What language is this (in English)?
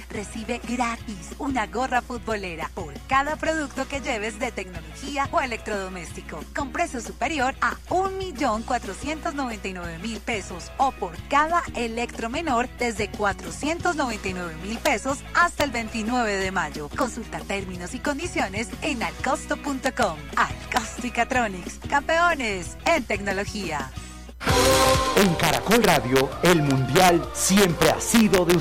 Spanish